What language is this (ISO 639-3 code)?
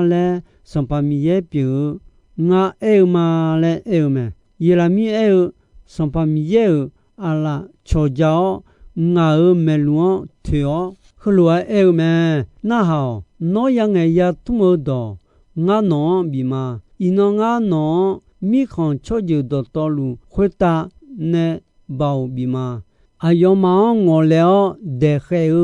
ahk